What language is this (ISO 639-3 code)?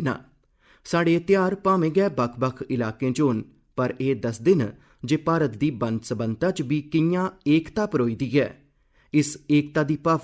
doi